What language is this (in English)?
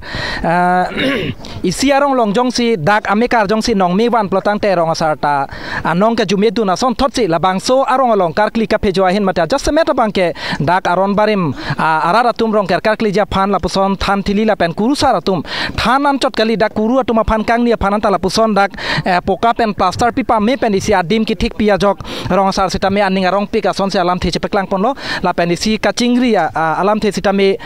Karbi